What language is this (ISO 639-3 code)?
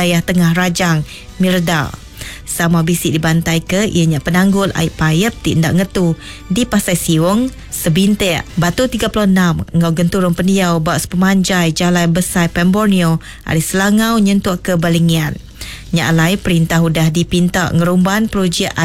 iba